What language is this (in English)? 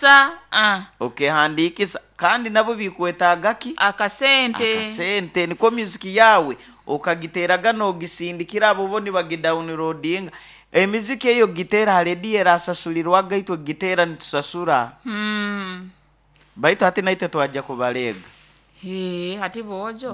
Nyoro